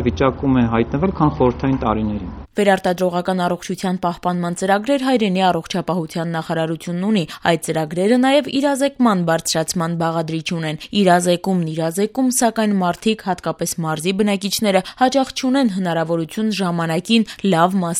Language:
Armenian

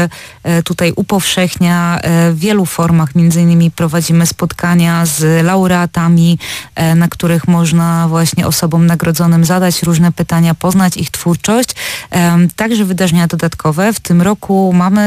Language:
Polish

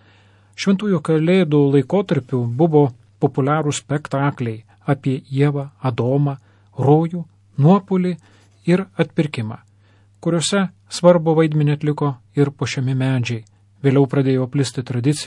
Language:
Lithuanian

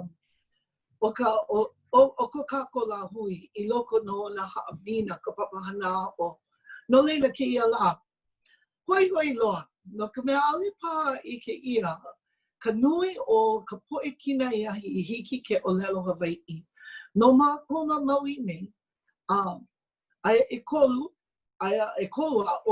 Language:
Hawaiian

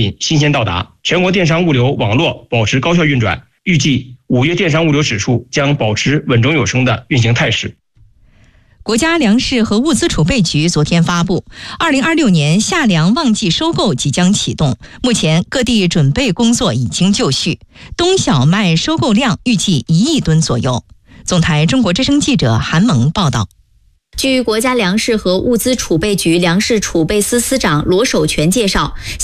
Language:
Chinese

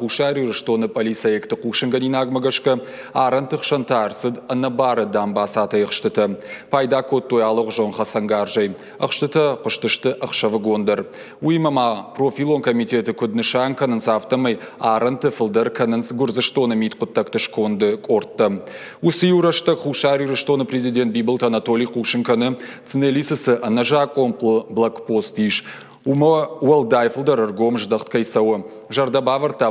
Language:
Ossetic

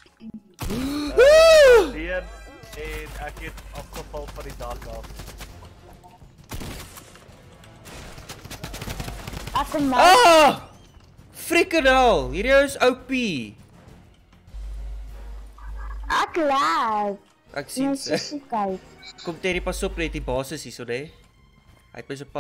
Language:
Afrikaans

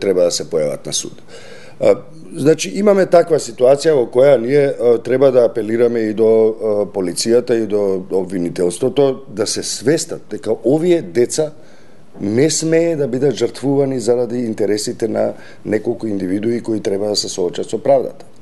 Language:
Macedonian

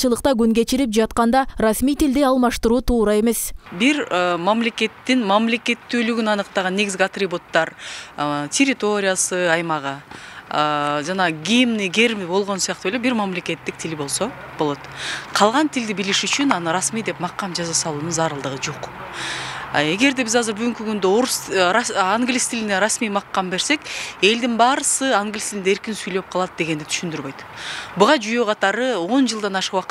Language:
Kyrgyz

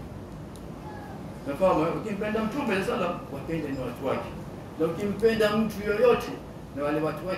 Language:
Swahili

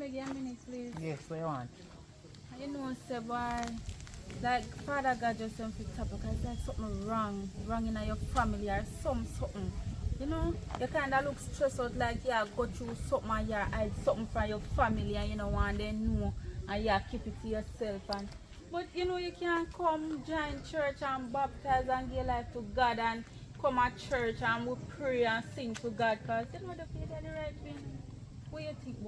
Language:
Jamaican Creole English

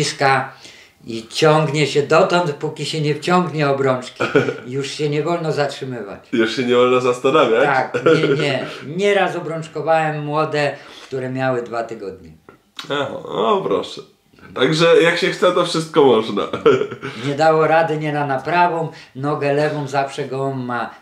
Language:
Polish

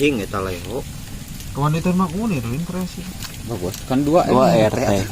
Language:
Sundanese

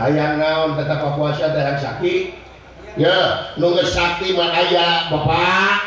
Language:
Sundanese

